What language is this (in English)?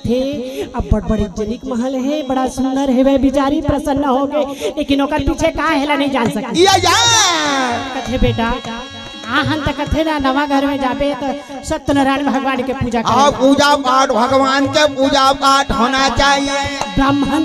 Chhattisgarhi